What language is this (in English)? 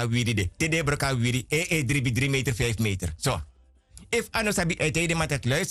Sranan Tongo